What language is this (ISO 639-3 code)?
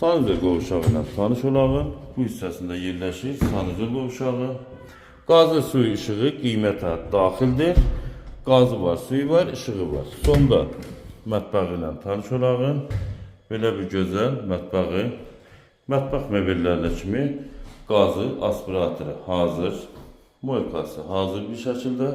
aze